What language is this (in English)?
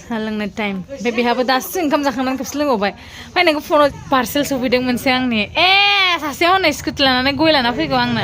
Bodo